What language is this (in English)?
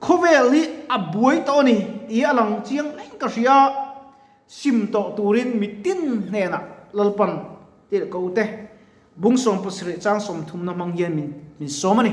Mizo